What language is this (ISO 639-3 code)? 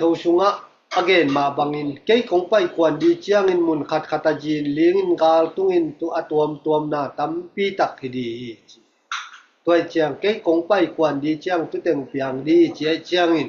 ctd